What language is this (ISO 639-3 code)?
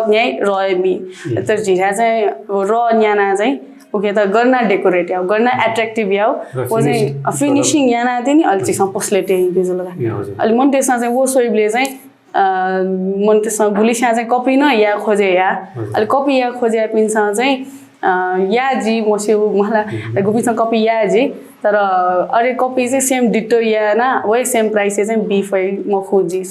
new